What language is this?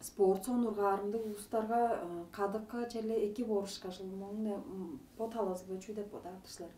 Tuvinian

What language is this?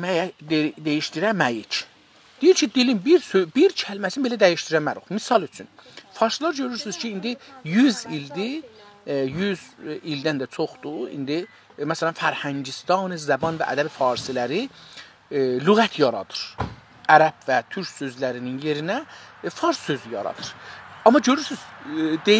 South Azerbaijani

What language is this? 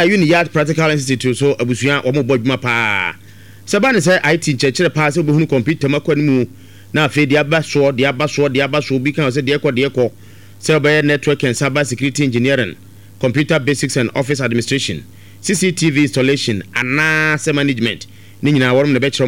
Akan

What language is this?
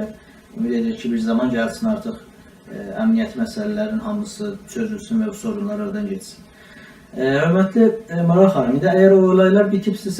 South Azerbaijani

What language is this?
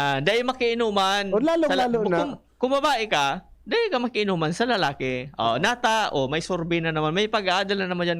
Bikol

